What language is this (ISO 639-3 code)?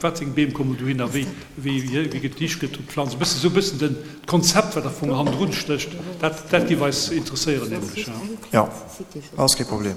ltz